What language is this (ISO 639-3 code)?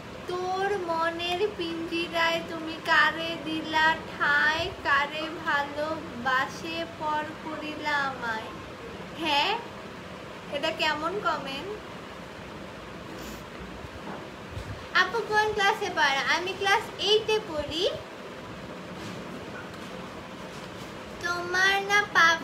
ben